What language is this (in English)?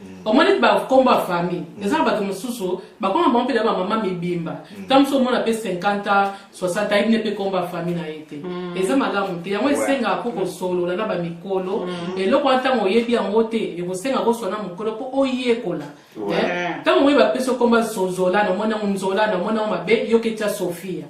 Lingala